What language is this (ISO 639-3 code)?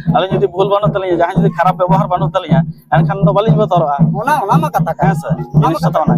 sat